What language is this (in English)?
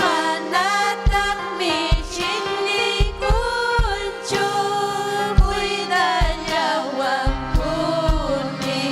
Ayacucho Quechua